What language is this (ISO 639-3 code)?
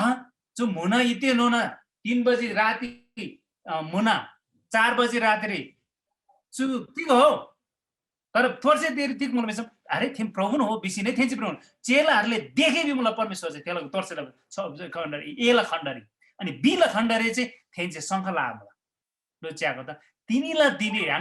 taj